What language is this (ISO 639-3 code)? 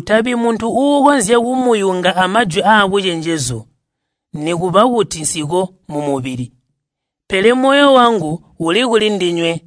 toi